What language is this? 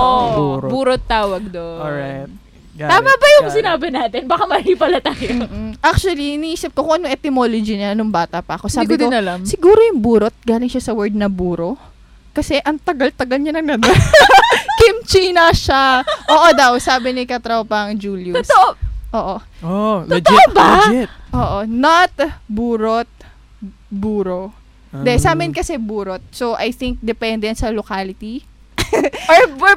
Filipino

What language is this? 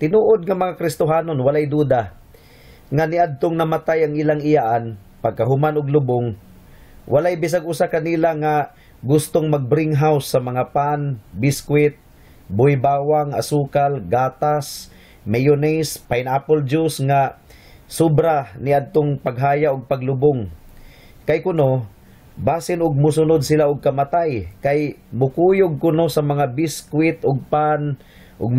Cebuano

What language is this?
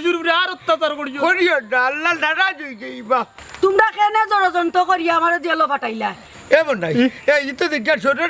Sylheti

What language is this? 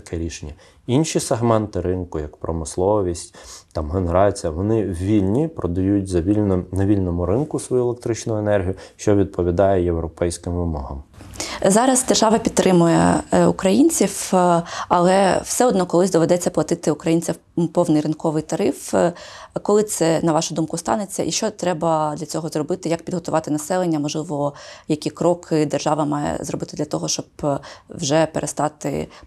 Ukrainian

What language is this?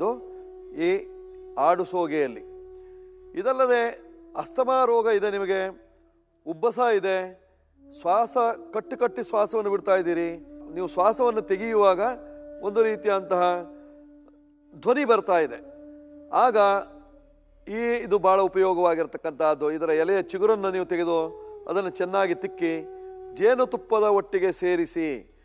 Kannada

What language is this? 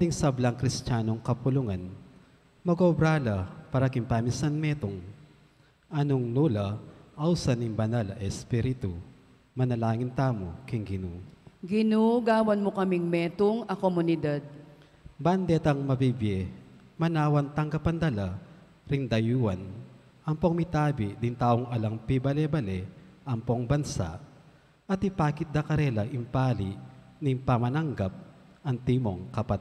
Pampanga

